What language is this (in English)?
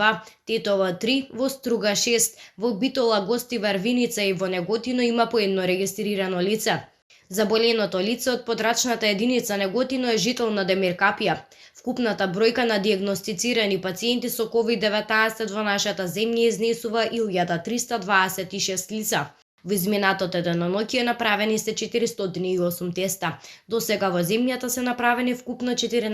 Macedonian